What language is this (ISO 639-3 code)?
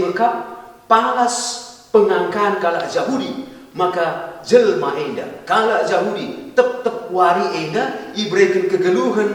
btx